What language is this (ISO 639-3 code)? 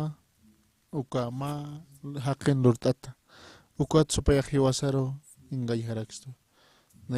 aym